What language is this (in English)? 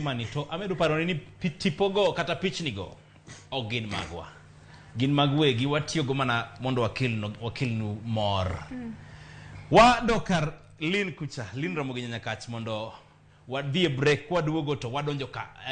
Luo (Kenya and Tanzania)